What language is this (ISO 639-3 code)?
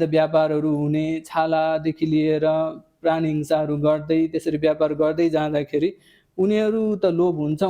nep